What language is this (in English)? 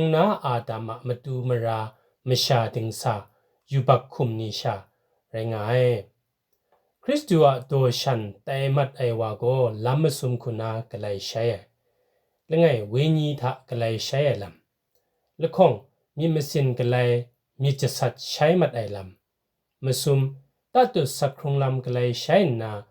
Kachin